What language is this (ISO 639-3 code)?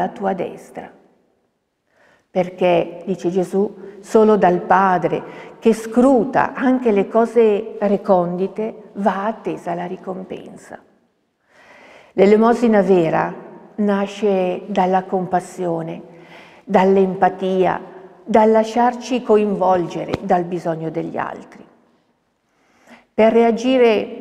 ita